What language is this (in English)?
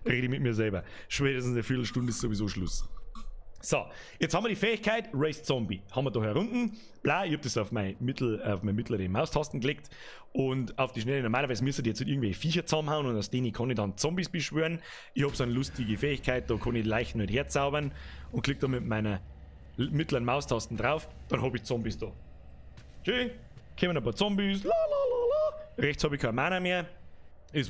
Bavarian